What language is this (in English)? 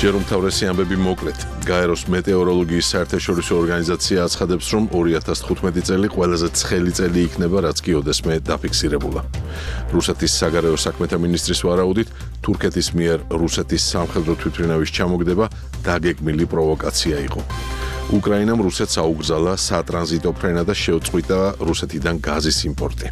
Georgian